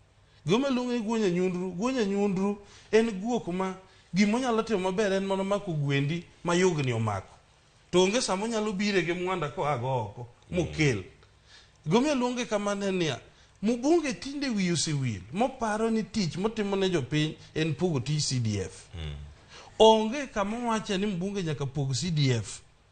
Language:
Luo (Kenya and Tanzania)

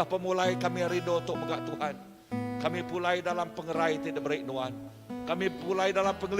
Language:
Iban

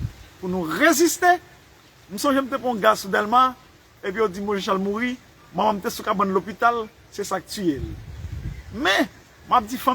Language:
Haitian Creole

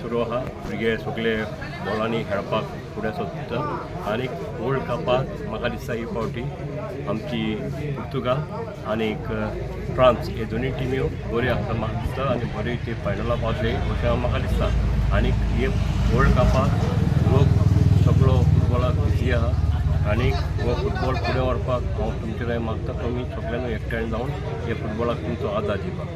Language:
Konkani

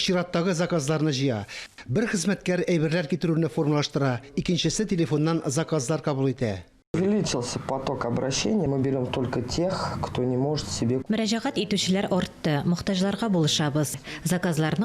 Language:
Tatar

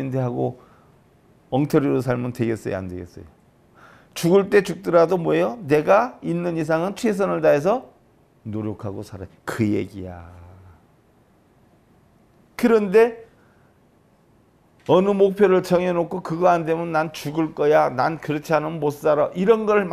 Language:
Korean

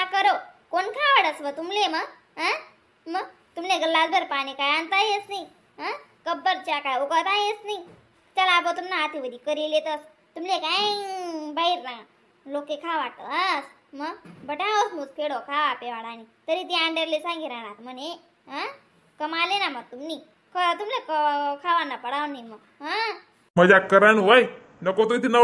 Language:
Khandesi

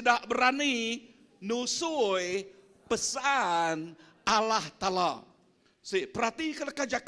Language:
Iban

